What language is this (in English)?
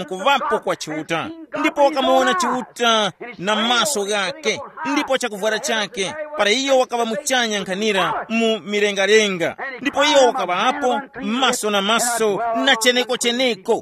Tumbuka